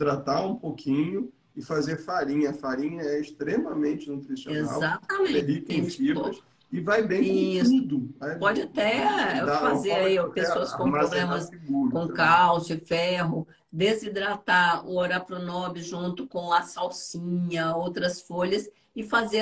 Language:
Portuguese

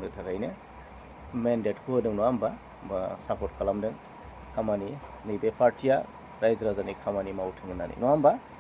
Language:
Bodo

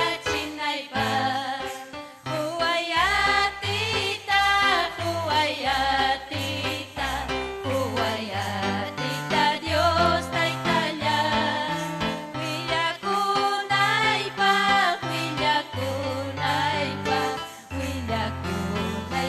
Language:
Ayacucho Quechua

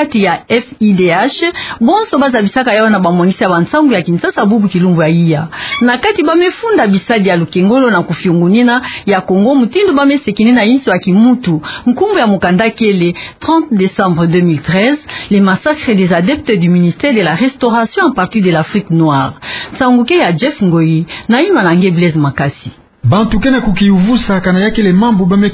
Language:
Kituba (Democratic Republic of Congo)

